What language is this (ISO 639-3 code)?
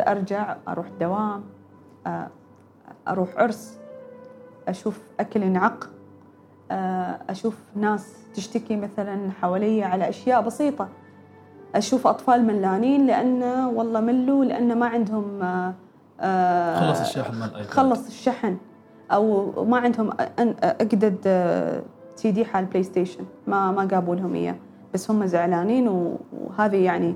afb